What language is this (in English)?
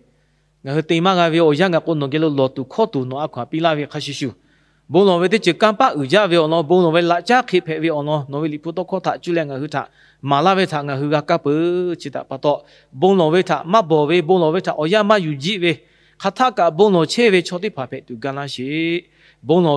Lahu